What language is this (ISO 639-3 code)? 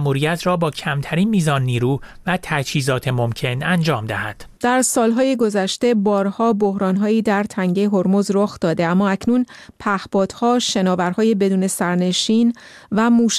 fas